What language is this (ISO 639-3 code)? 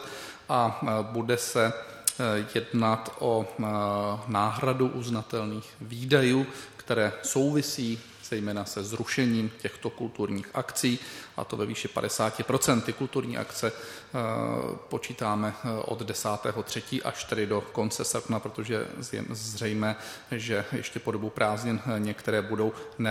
ces